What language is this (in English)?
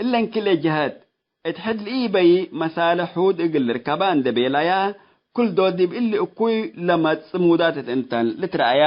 Tigre